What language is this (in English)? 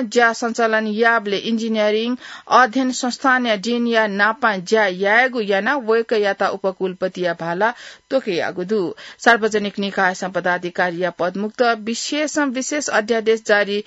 Newari